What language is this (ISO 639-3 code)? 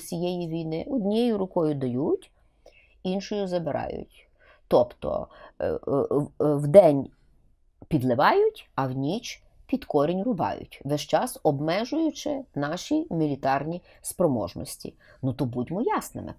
ukr